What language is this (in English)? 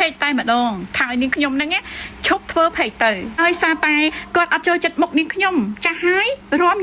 Khmer